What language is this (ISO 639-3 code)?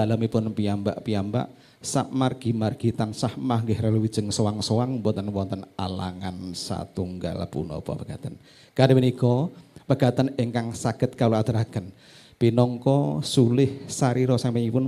jav